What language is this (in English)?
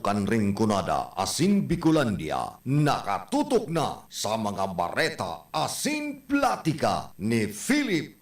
Bikol